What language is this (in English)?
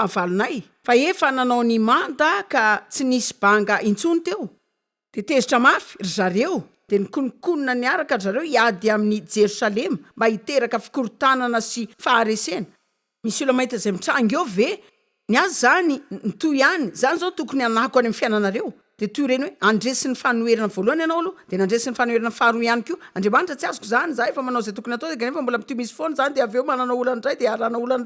Malagasy